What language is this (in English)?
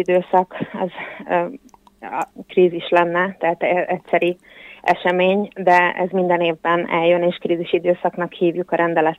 Hungarian